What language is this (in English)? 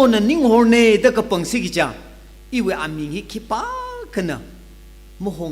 Tangkhul Naga (India)